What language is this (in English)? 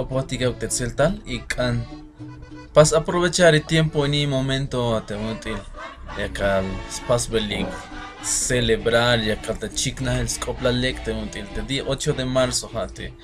Tzeltal